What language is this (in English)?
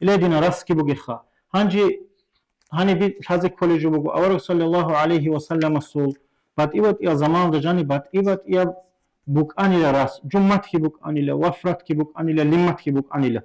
Avaric